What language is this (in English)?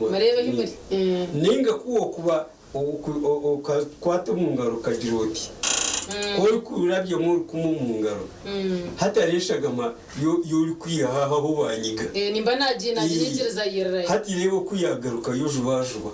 Nyankole